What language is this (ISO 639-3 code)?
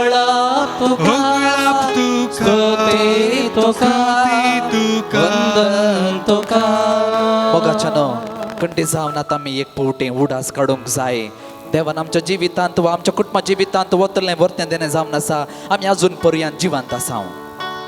kok